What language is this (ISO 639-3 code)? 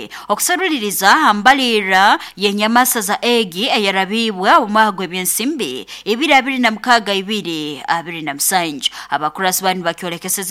nyo